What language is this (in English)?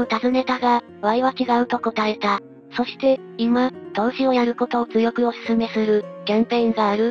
Japanese